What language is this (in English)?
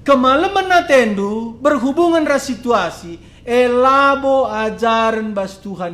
Batak Karo